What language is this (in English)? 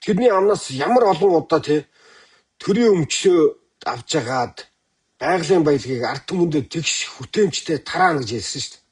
Mongolian